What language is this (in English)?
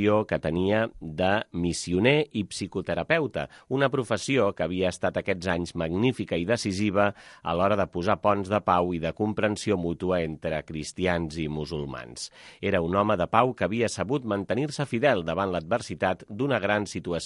Catalan